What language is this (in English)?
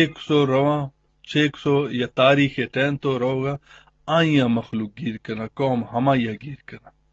Eastern Balochi